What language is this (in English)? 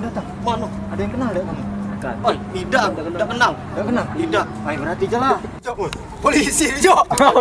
Musi